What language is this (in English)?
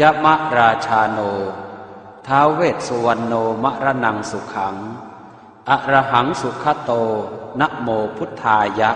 Pali